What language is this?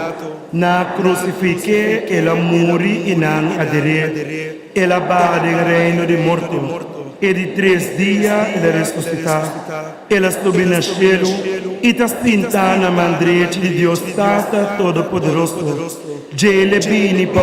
Papiamento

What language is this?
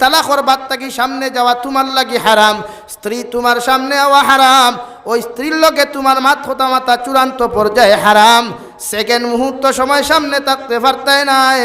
Sylheti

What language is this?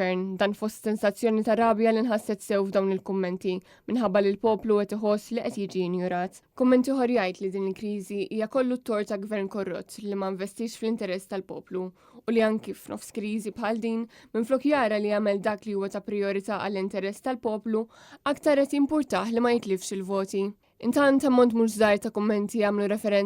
Maltese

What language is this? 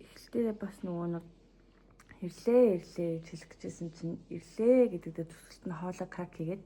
Mongolian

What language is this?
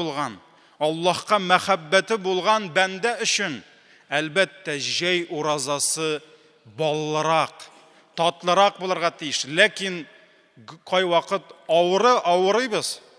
Tatar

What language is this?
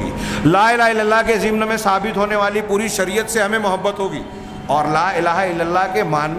Urdu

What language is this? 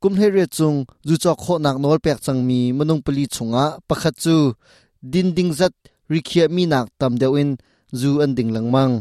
Hakha Chin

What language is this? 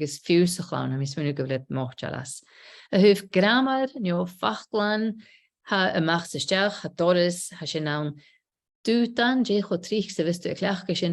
Scottish Gaelic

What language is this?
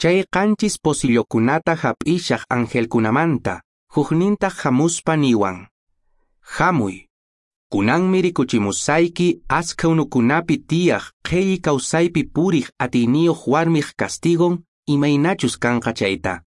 Quechua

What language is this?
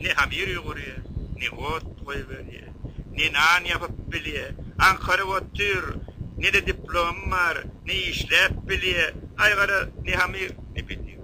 Turkmen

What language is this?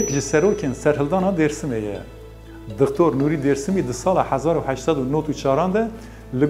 Kurdish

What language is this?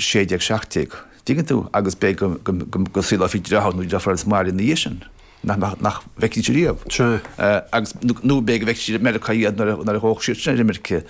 Irish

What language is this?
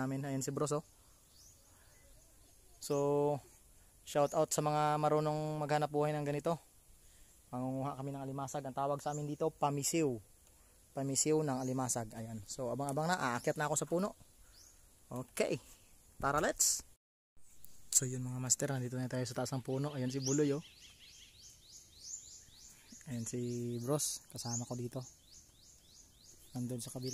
Filipino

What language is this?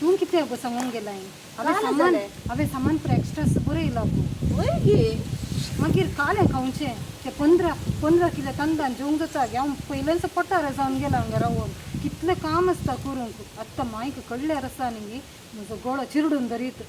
Konkani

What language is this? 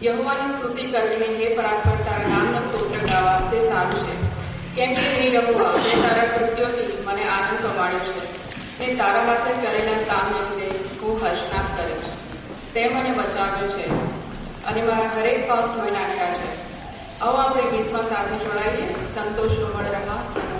Gujarati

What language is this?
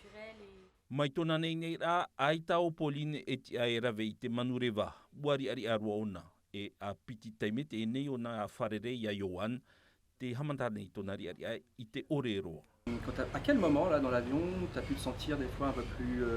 Tahitian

